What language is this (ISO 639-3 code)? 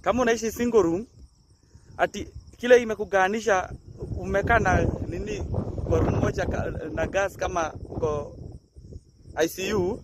swa